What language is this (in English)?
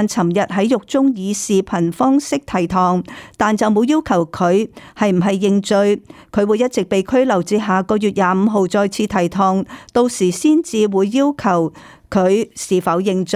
Cantonese